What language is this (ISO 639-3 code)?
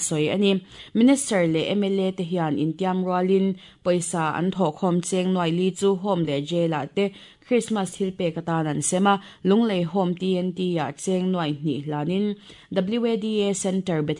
lus